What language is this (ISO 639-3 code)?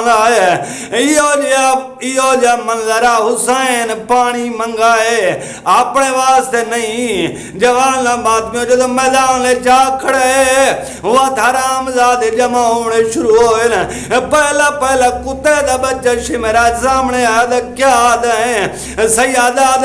skr